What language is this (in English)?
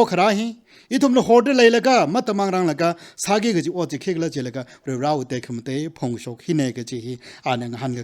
Tangkhul Naga (India)